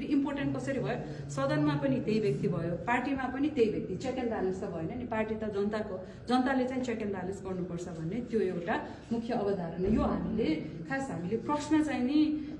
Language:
Nepali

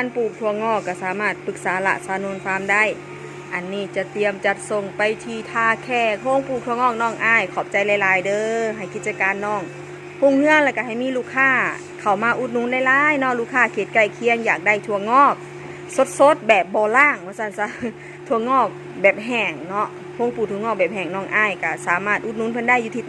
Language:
Northeastern Thai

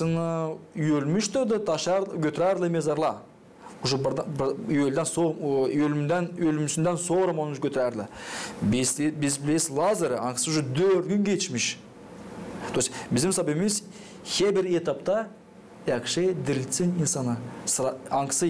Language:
Gagauz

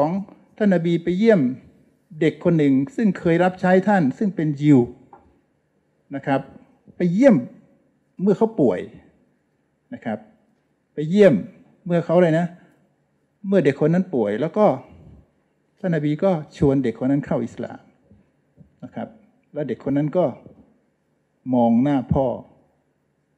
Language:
Thai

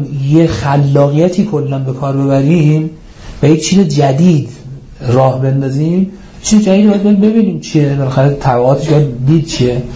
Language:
Persian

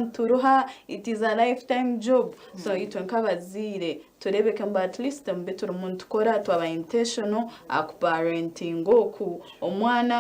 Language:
Nyankole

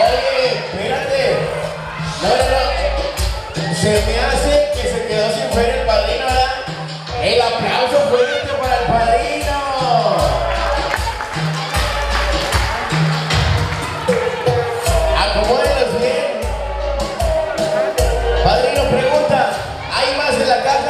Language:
Spanish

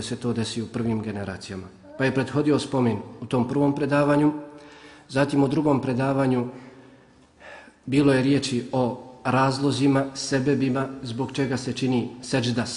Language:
Bosnian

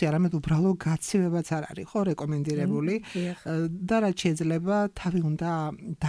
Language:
Georgian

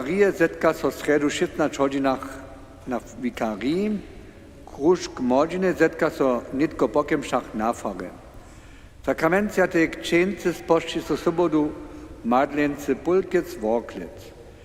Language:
Upper Sorbian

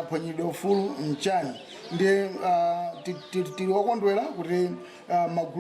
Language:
Nyanja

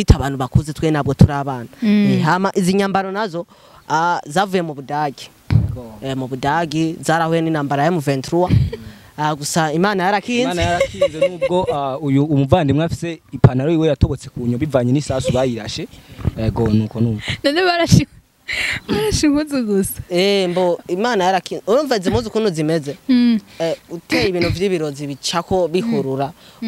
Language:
Rundi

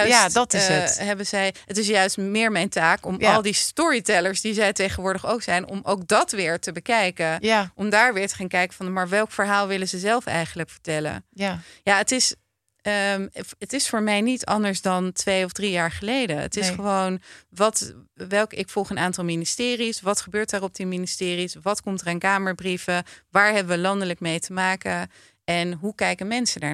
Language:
Dutch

